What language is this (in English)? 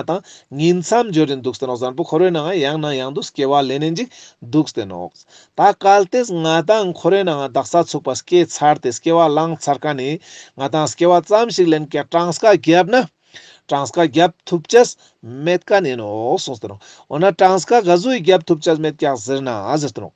Ladakhi